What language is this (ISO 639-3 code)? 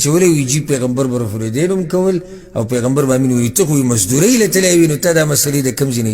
pus